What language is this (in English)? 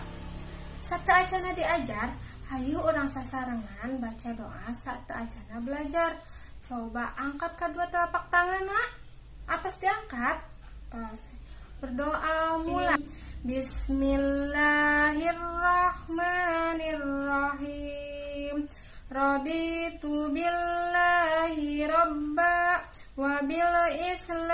Sundanese